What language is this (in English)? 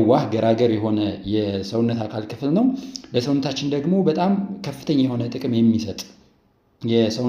Amharic